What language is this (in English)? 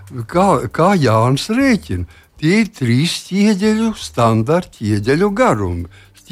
Latvian